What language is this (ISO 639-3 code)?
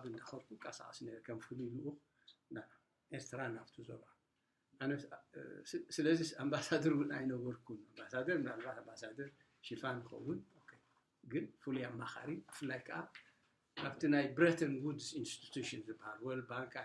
tir